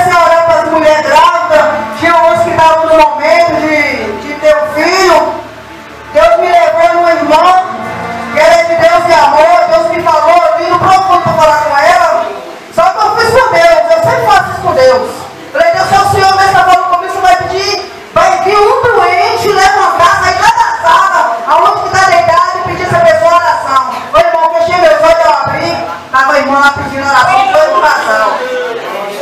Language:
Portuguese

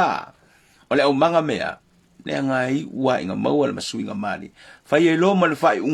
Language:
Samoan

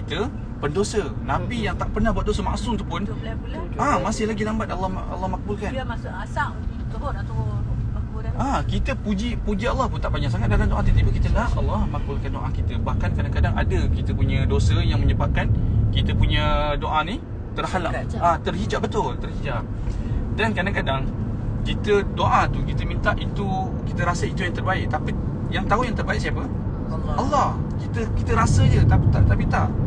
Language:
Malay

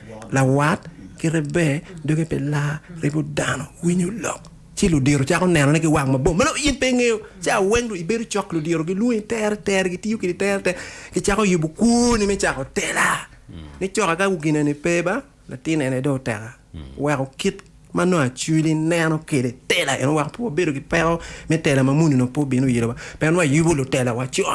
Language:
Acoli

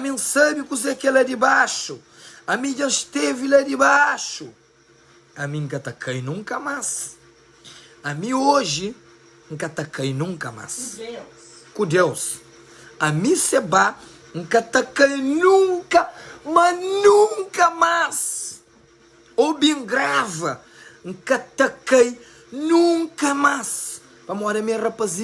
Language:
Kabuverdianu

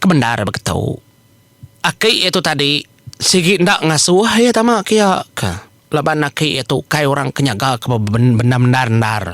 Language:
Iban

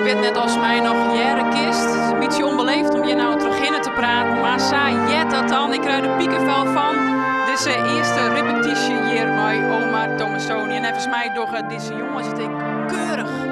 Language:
Western Frisian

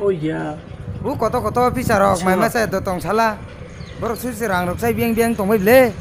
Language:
Kok Borok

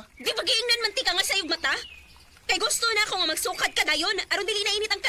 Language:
Cebuano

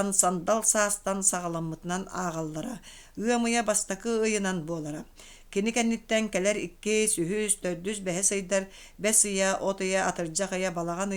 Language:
Yakut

